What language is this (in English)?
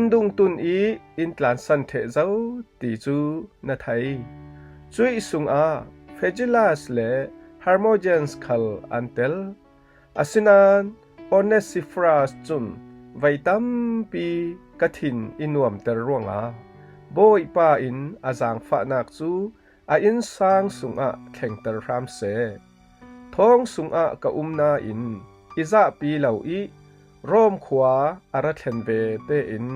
Falam Chin